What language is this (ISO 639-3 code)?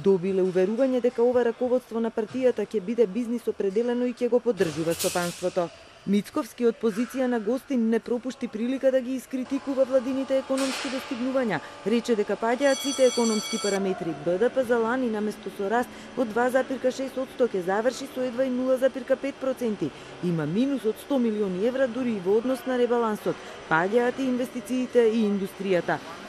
mkd